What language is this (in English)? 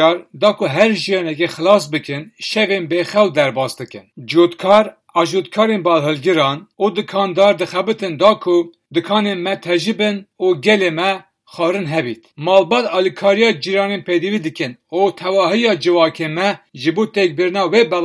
Kurdish